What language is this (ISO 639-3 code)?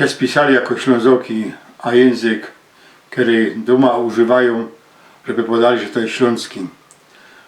szl